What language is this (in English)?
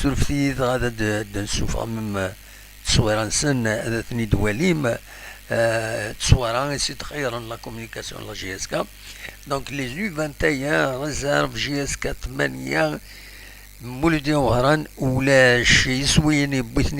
Kabyle